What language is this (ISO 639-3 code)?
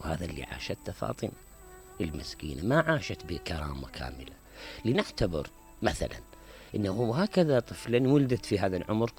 acm